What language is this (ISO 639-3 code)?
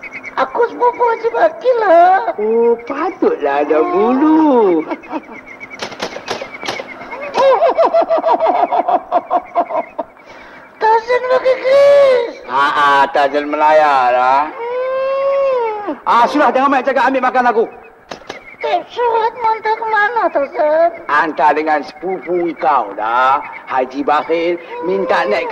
msa